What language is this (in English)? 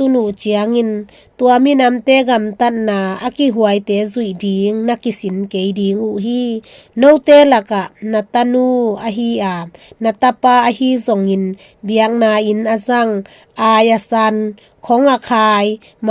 Tedim Chin